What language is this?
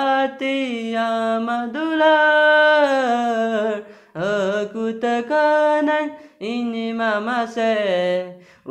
Santali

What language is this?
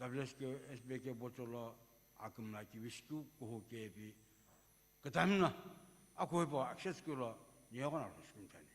Sumi Naga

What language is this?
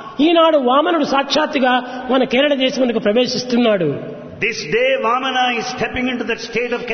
Telugu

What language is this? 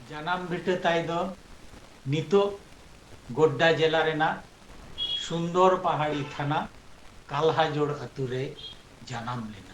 Santali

